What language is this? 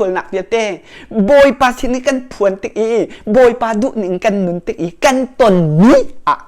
Hakha Chin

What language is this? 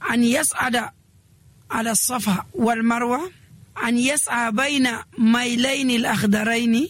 Nigerian Fulfulde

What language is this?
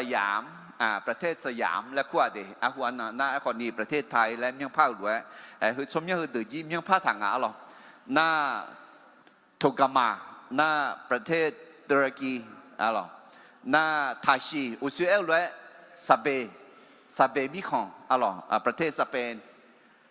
Akha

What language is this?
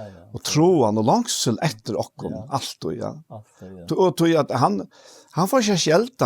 Faroese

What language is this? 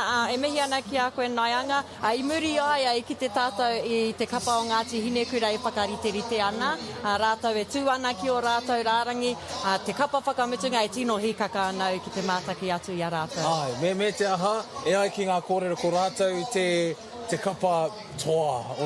Māori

